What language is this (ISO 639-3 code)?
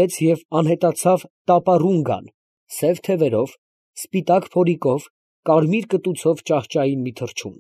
hye